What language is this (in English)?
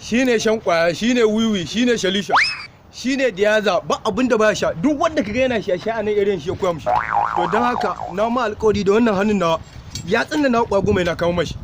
Hausa